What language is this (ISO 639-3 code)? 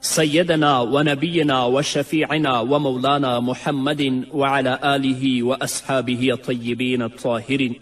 pus